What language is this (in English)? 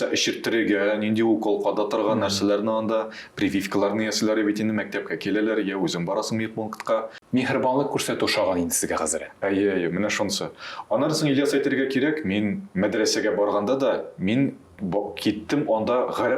Tatar